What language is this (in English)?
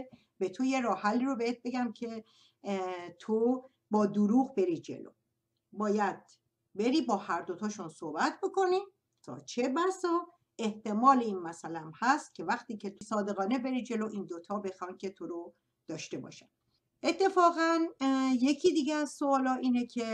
Persian